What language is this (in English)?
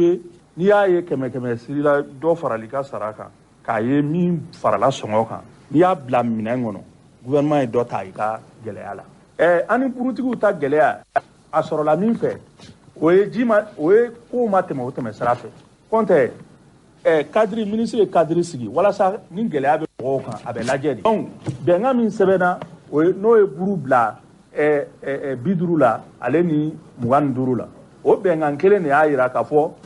Bambara